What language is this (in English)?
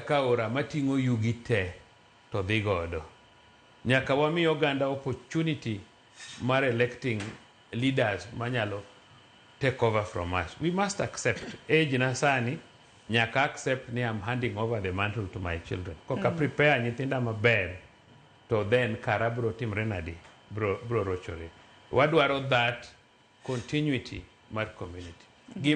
Luo (Kenya and Tanzania)